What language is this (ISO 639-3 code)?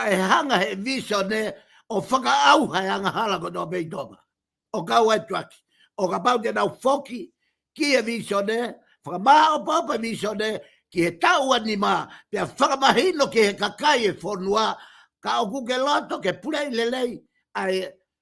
ton